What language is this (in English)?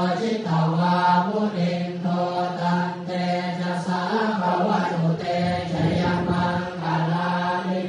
Pali